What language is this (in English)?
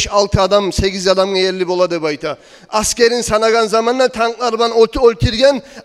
Kumyk